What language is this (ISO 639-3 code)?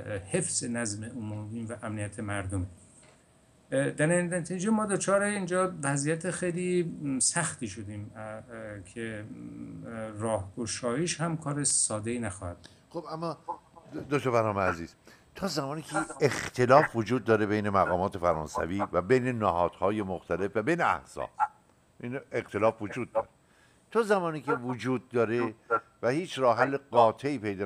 fas